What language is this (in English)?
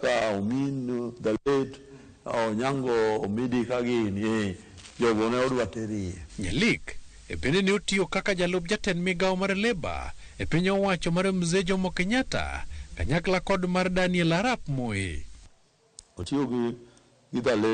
Luo (Kenya and Tanzania)